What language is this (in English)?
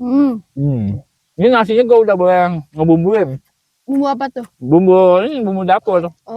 Betawi